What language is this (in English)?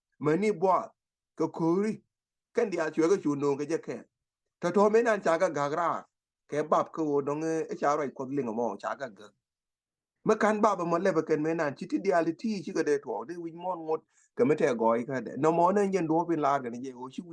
Nuer